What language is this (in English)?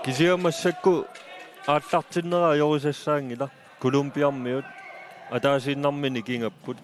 Kalaallisut